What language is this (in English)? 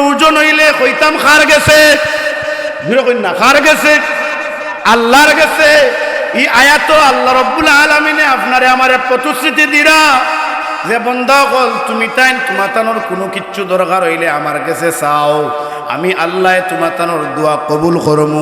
Sylheti